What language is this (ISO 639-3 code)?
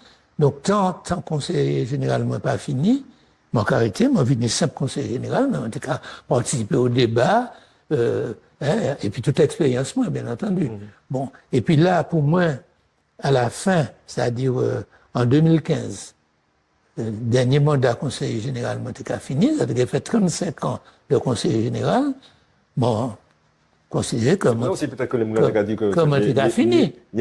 gcf